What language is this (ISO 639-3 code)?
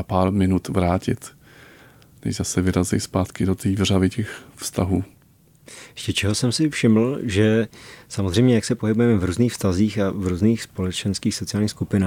ces